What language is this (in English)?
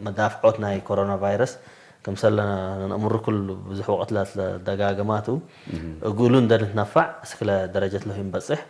Tigre